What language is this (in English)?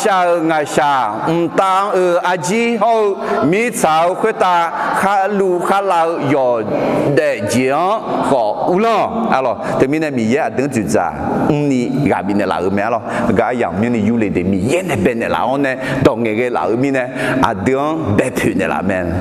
Akha